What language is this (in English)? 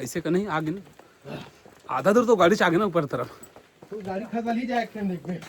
Chhattisgarhi